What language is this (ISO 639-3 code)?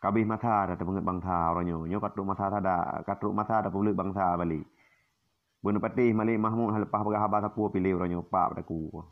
ace